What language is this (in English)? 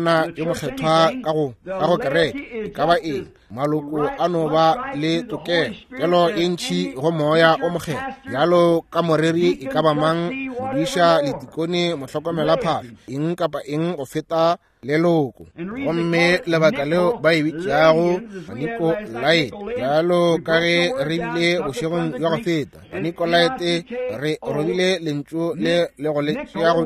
Northern Sotho